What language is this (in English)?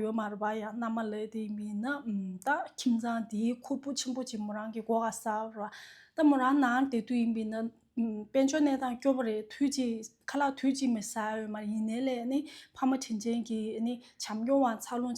Tibetan